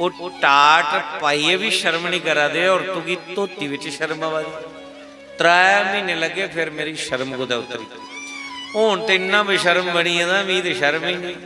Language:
Dogri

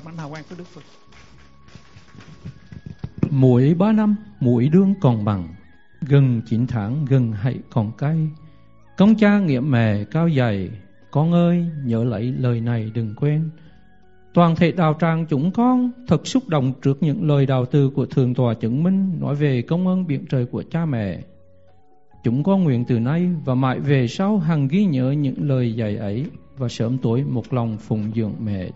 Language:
Vietnamese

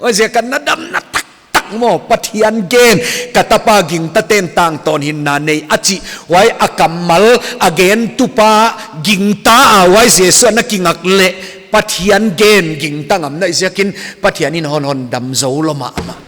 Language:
Paite Chin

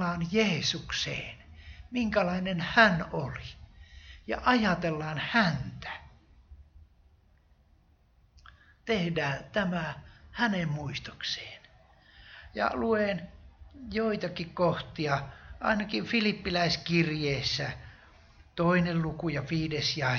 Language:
Finnish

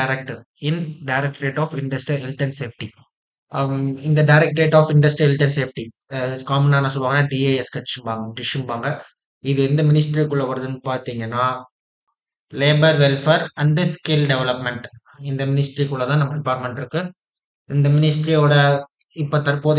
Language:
Tamil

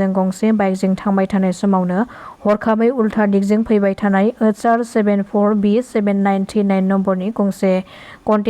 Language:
Bodo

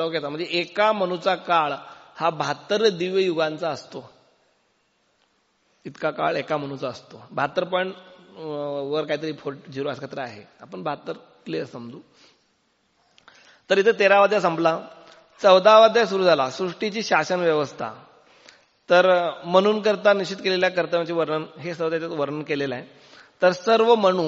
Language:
Marathi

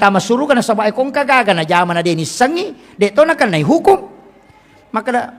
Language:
Buginese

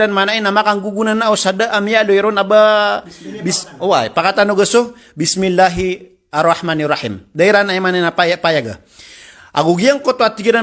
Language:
Maranao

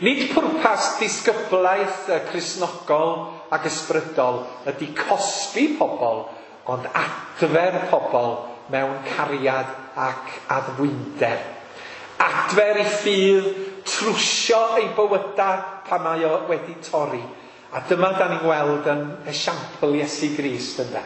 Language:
Welsh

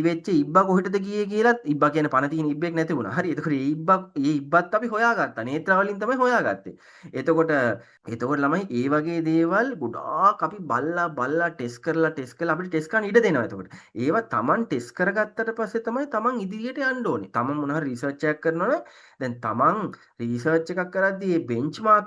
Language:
Sinhala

